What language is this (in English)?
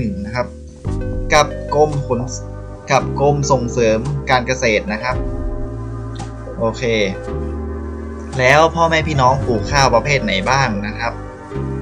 Thai